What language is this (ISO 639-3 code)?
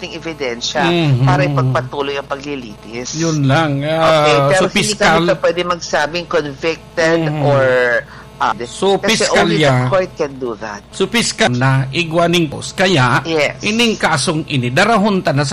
bik